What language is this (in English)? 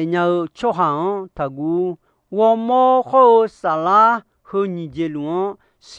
Akha